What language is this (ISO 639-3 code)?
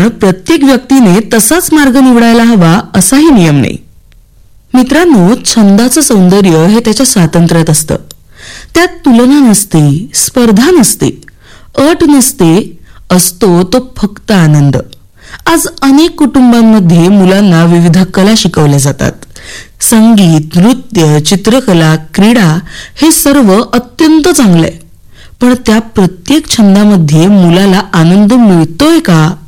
mar